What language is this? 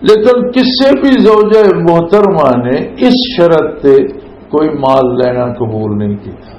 Western Panjabi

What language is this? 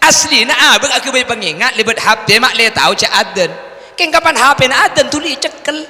Madurese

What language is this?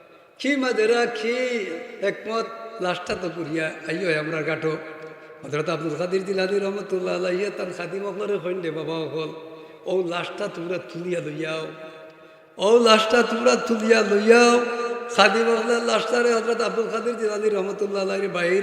Sylheti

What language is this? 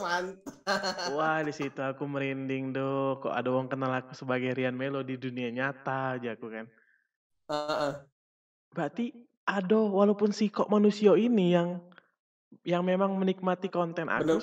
Musi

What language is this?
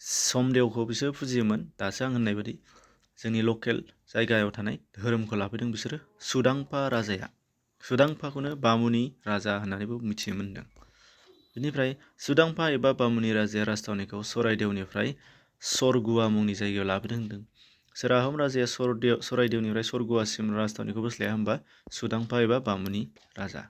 Bodo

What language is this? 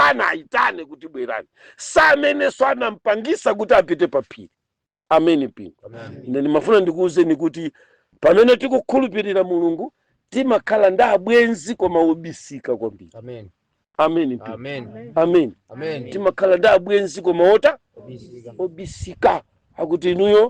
Nyanja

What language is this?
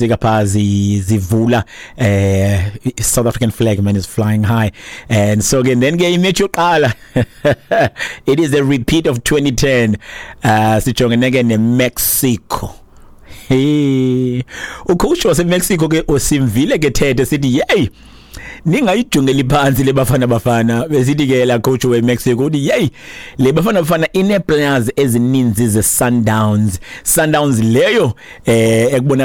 Xhosa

